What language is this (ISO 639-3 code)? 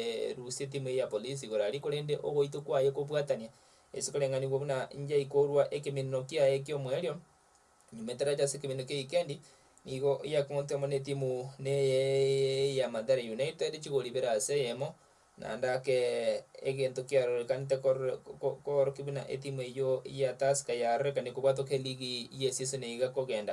guz